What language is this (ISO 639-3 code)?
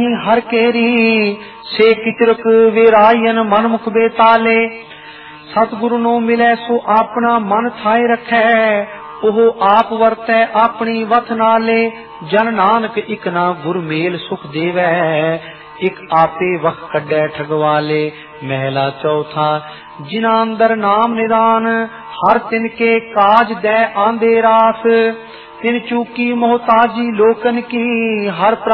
pan